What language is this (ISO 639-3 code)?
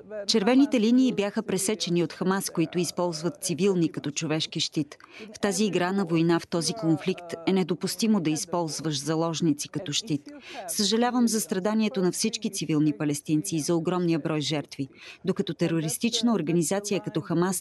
bul